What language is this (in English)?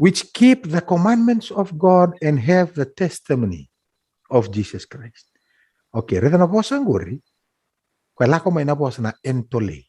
Fijian